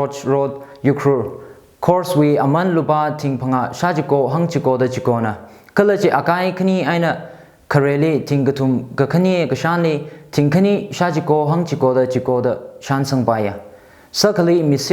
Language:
Tangkhul Naga (India)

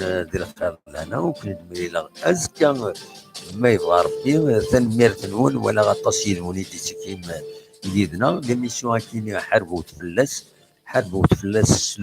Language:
Kabyle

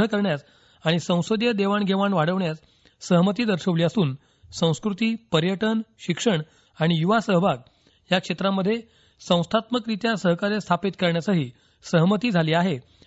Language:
Marathi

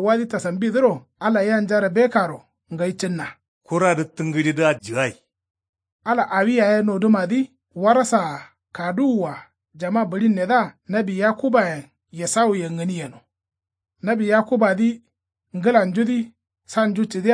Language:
Kanuri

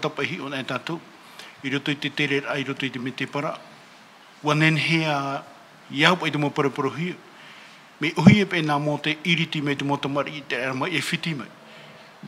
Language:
Tahitian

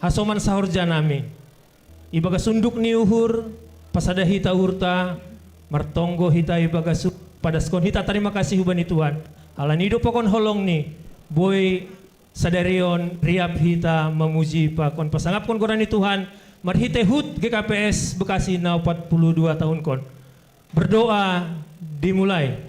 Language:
Batak Simalungun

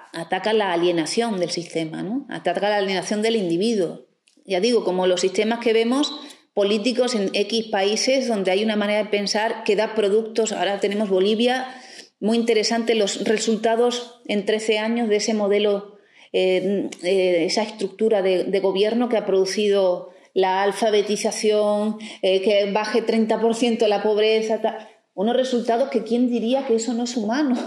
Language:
Spanish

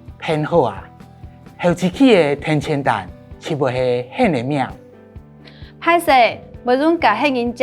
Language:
Hakka Chinese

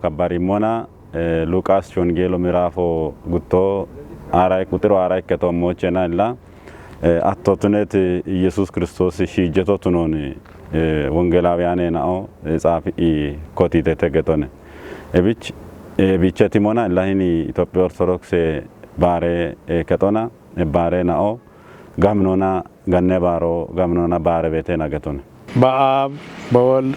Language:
Kafa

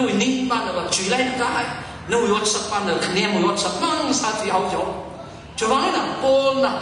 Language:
Tangkhul Naga (India)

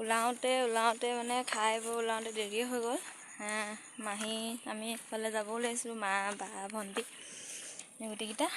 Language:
Assamese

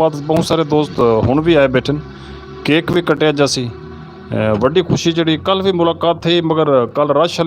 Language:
Saraiki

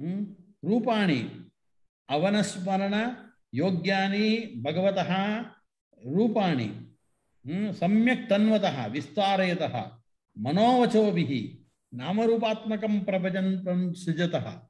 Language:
Sanskrit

